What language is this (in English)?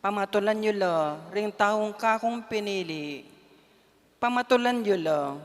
Pampanga